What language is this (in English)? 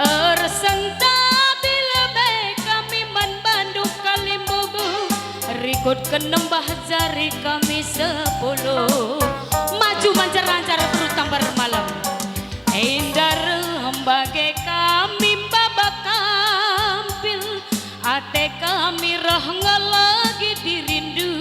Batak Karo